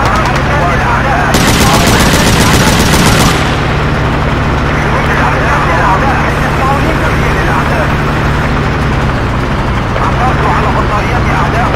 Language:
Arabic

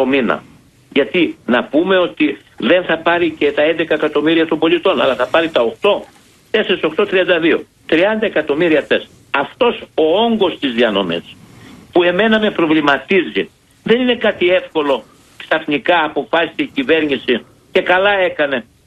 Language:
Greek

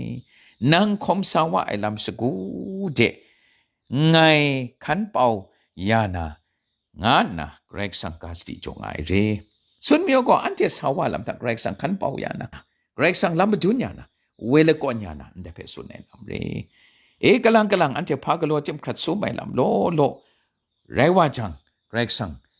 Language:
Kachin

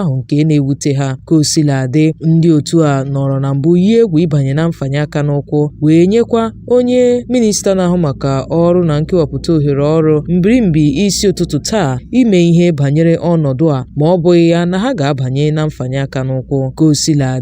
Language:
Igbo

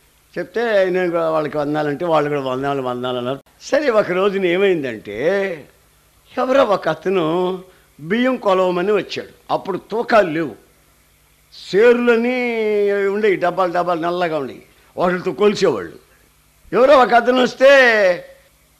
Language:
Telugu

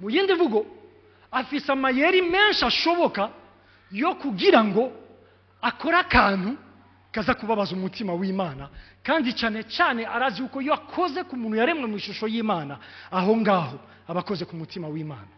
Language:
Rundi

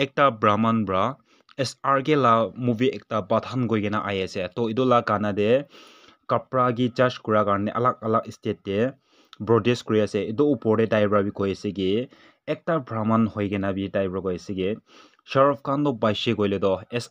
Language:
Naga Pidgin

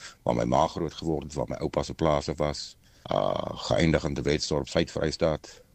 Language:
Afrikaans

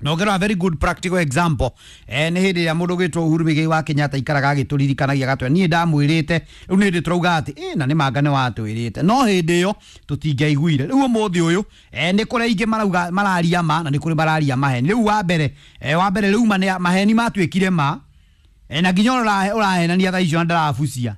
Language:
Kikuyu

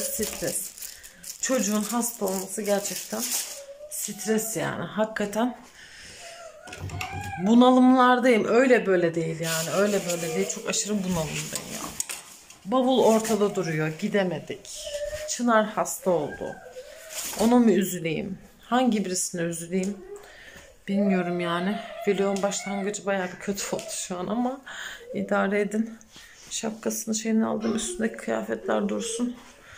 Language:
Turkish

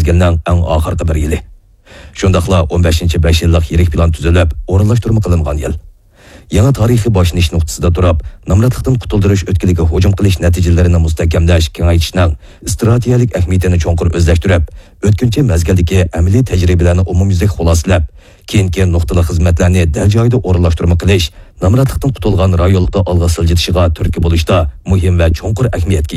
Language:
Uyghur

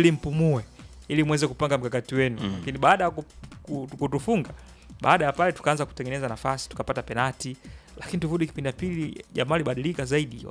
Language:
Swahili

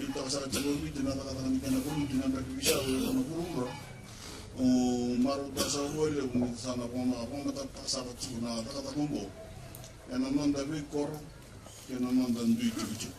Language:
Fijian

